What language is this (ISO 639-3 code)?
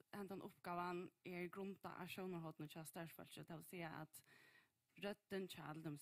fao